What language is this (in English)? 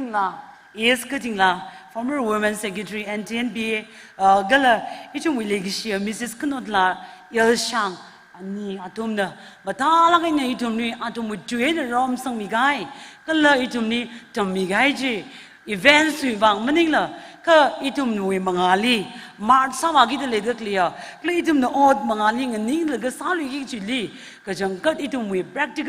Tangkhul Naga (India)